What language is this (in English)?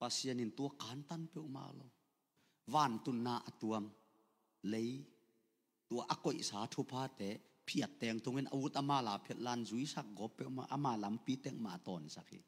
Tedim Chin